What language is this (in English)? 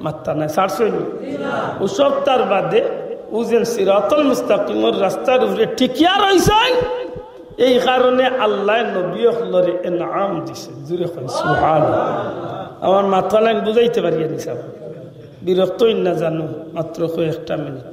Sylheti